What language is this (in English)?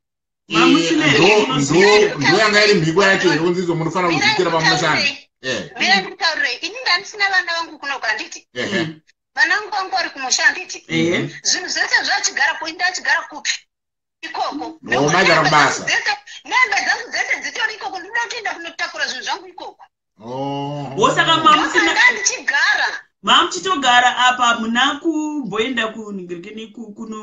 Shona